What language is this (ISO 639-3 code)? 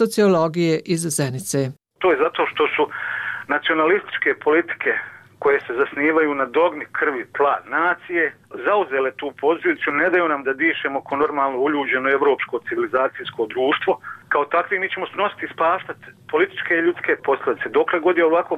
bos